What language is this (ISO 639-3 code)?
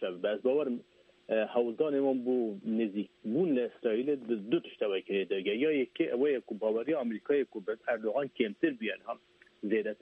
kur